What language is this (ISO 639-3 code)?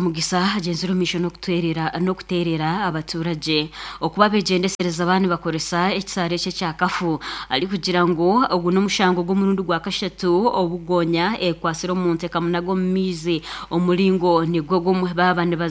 nyn